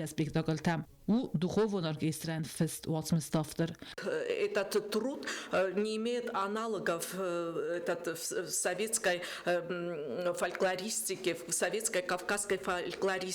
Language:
Ossetic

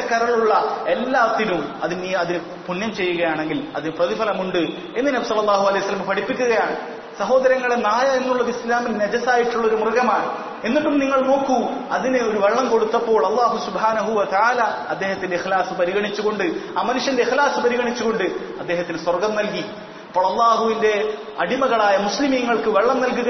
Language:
Malayalam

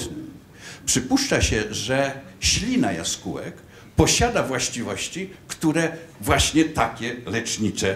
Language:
Polish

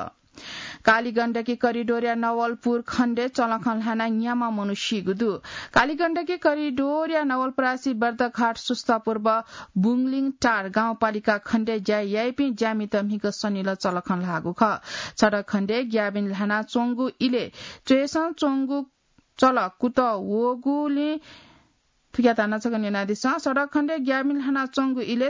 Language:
Newari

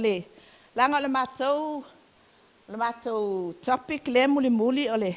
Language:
Samoan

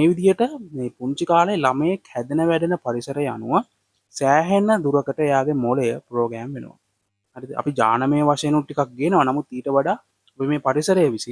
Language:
Sinhala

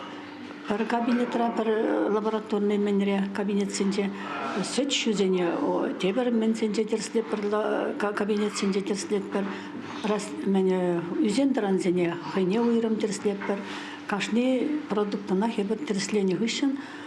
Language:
Chuvash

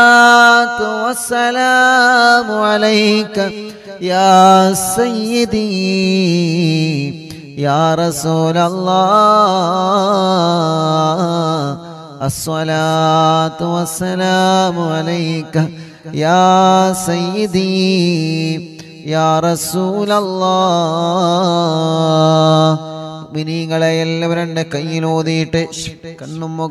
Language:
Malayalam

